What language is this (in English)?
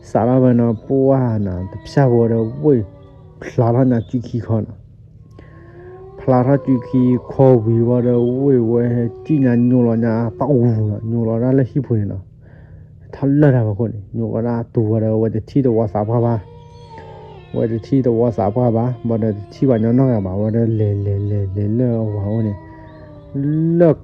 S'gaw Karen